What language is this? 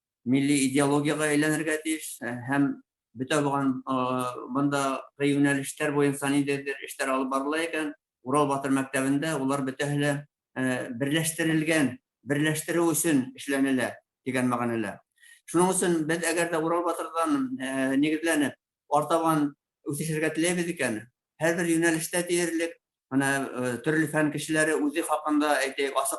Bashkir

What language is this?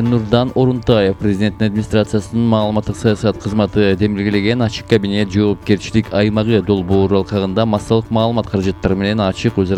Kyrgyz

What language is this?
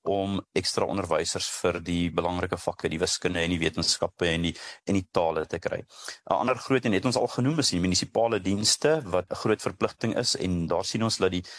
Afrikaans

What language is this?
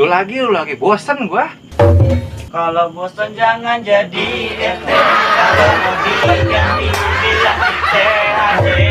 Betawi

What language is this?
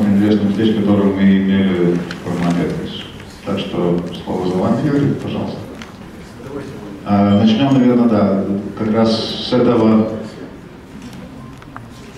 Russian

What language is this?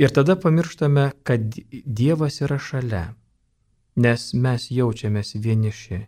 Lithuanian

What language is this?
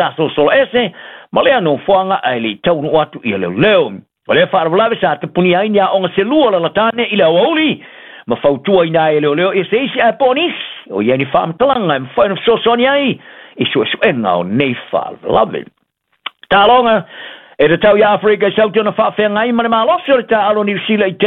Samoan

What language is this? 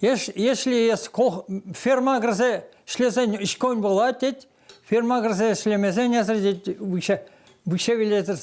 Chuvash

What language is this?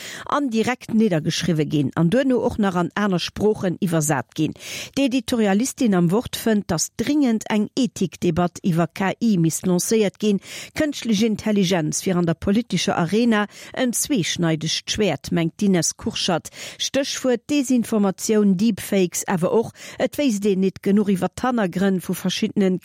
Luxembourgish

